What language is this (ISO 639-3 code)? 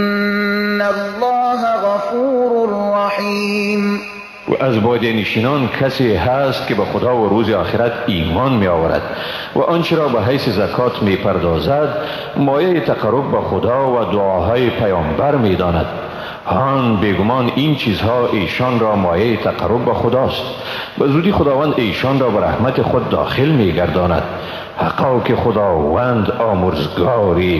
fas